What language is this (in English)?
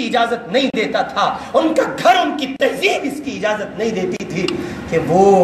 Urdu